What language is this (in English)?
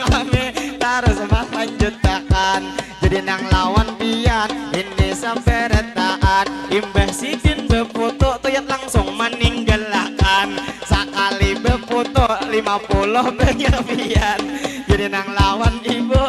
Banjar